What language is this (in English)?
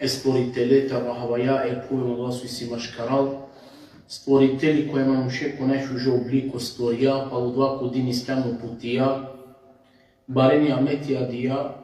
Balkan Romani